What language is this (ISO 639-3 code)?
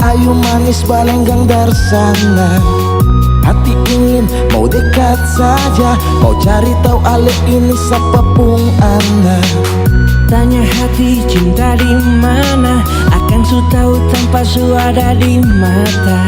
abs